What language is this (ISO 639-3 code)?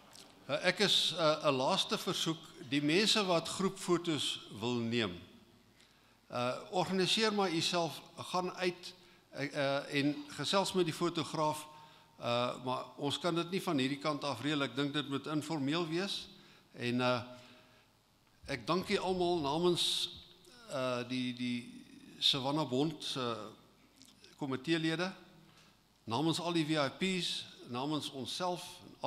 afr